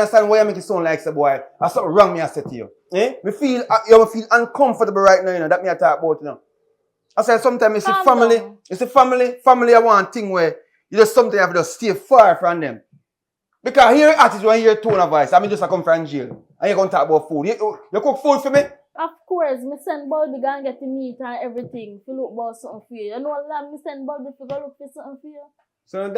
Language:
Jamaican Creole English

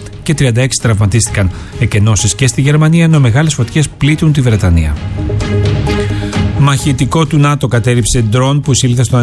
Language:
Greek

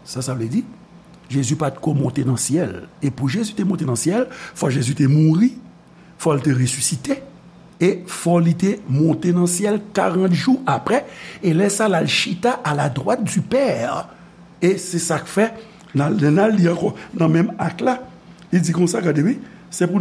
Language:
Haitian Creole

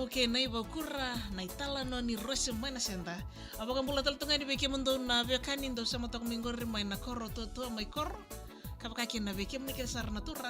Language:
Fijian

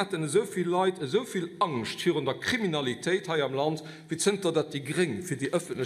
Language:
Luxembourgish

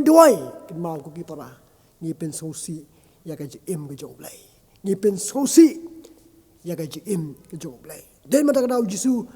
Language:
Khasi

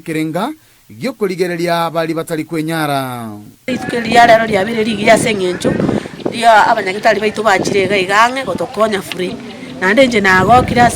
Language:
Gusii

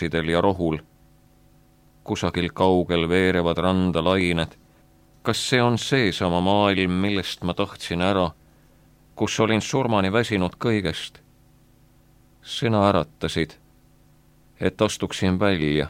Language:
Estonian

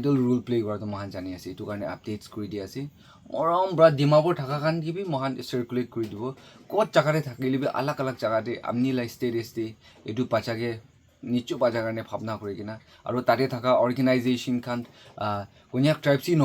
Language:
Naga Pidgin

